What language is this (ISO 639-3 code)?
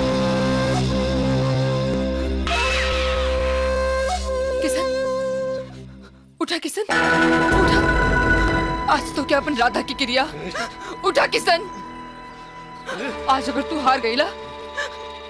bho